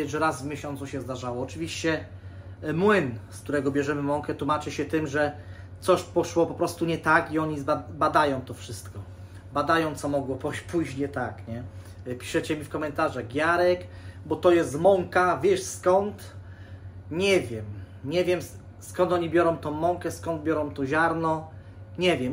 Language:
Polish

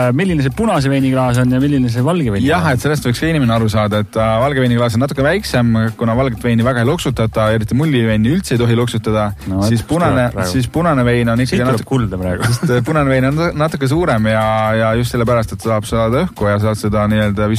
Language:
Estonian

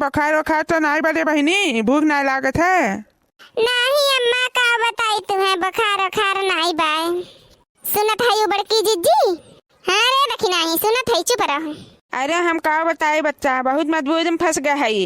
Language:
Awadhi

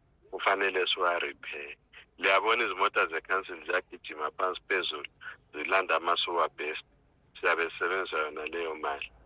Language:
North Ndebele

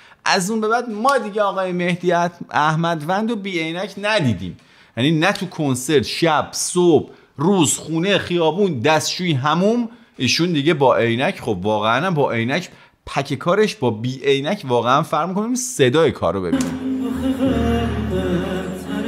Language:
Persian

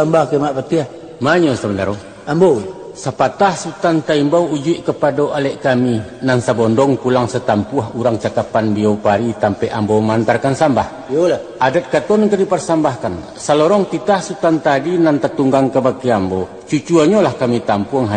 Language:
Minangkabau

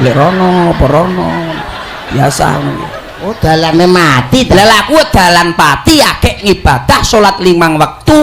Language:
Javanese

